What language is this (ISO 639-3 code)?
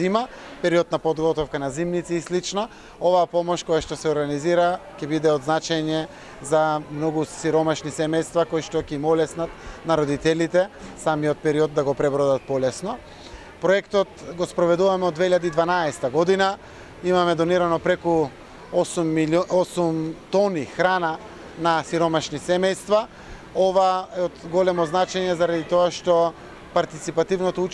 mkd